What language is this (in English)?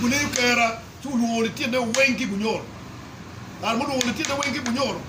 Acoli